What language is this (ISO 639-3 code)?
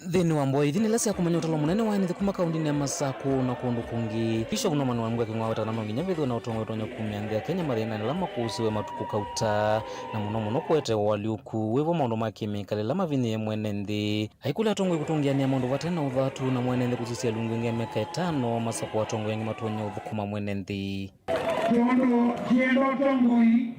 kam